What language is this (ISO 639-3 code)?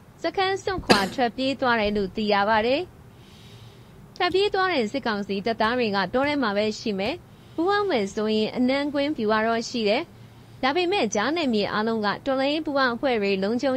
mya